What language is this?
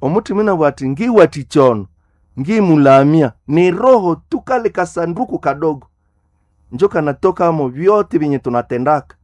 Nande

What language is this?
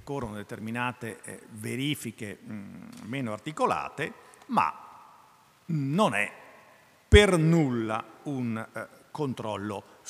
Italian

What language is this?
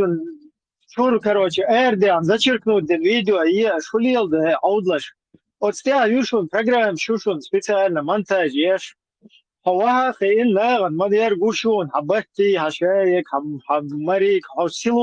Chechen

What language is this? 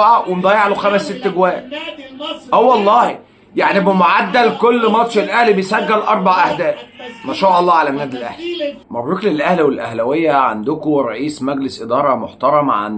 Egyptian Arabic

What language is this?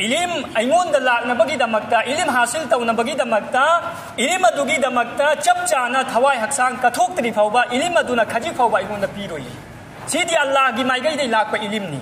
Manipuri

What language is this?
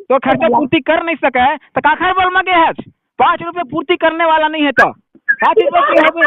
Chhattisgarhi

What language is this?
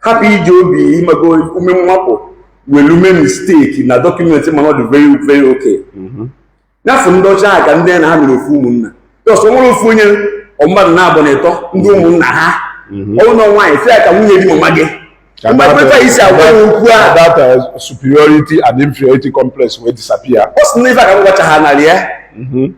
Igbo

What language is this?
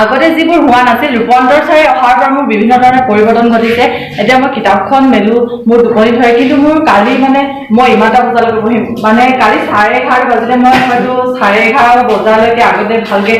Assamese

